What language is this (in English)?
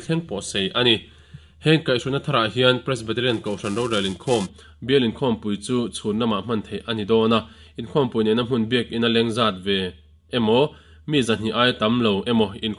Mizo